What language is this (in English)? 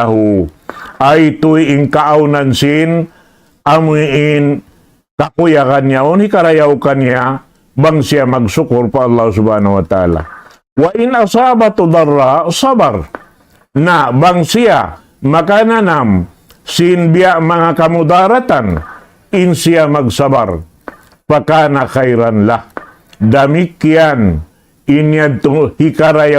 Tausug